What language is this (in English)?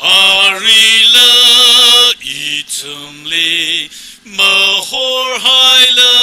Tangkhul Naga (India)